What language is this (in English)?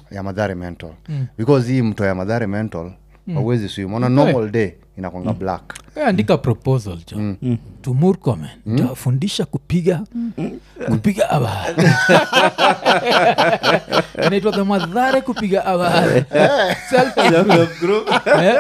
Swahili